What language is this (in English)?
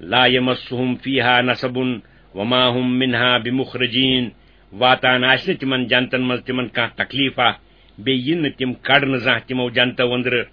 Kashmiri